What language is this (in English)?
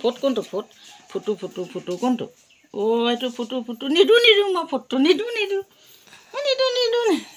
Assamese